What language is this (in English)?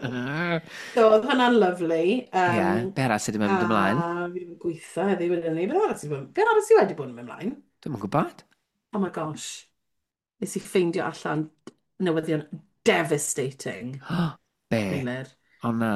Welsh